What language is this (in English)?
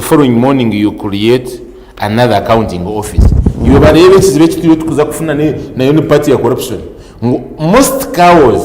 Nyankole